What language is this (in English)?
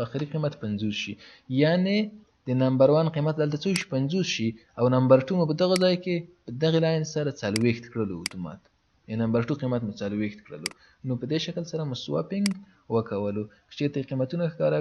Pashto